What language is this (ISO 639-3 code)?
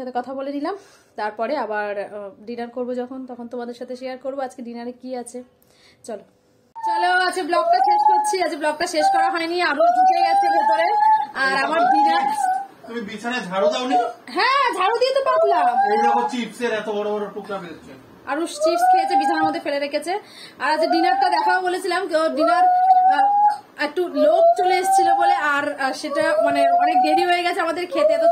ben